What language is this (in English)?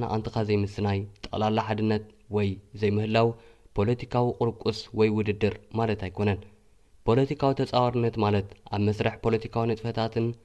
Tigrinya